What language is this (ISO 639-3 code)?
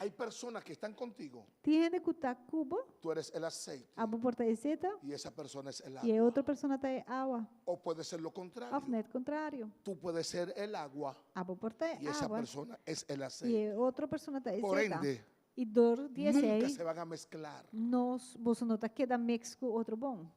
pap